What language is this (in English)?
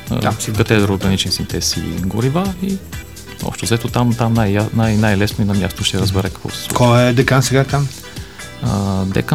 Bulgarian